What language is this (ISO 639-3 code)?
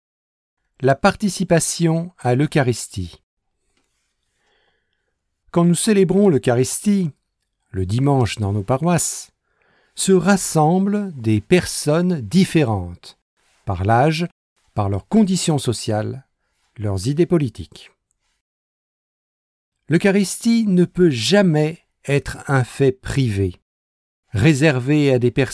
fra